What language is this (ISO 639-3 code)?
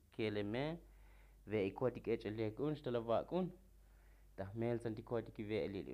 tzo